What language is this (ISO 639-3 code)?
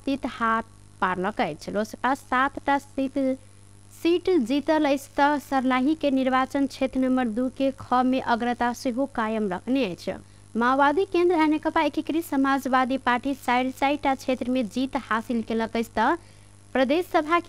mai